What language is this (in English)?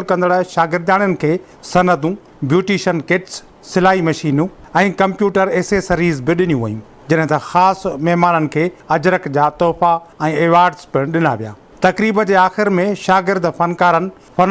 Sindhi